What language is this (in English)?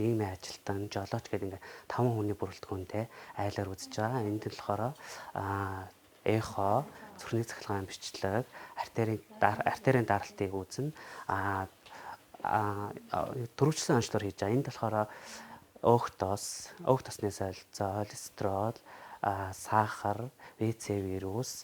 Mongolian